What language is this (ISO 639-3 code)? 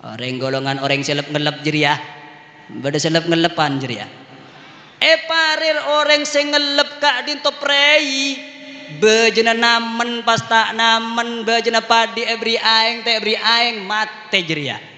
mad